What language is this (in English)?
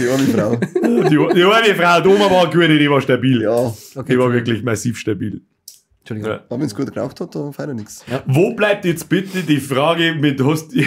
Bavarian